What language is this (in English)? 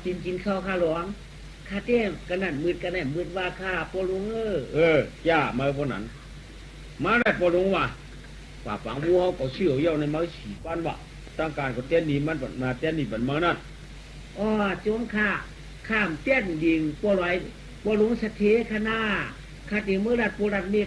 Shan